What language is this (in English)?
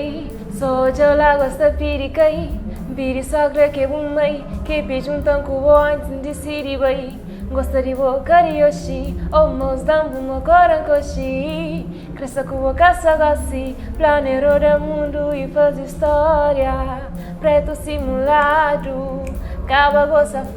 Kabuverdianu